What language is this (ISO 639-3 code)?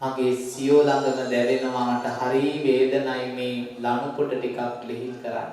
sin